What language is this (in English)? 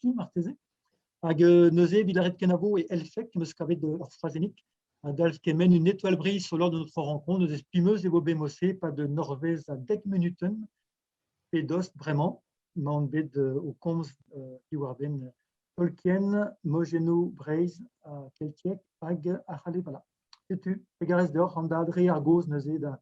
Breton